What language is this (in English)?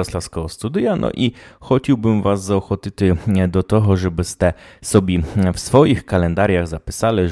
Rusyn